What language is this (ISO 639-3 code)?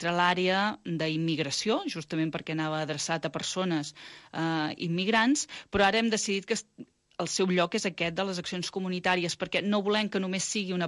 cat